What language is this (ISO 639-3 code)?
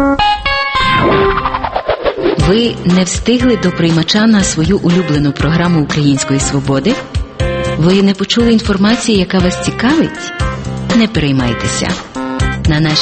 ukr